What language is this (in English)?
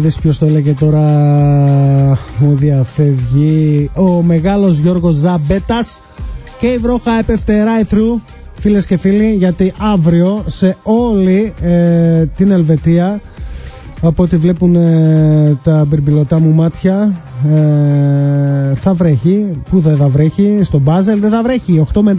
Greek